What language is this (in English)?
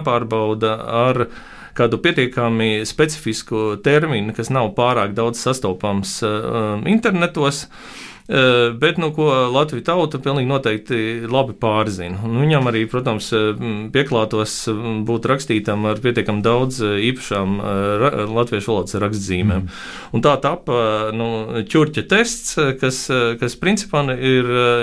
Latvian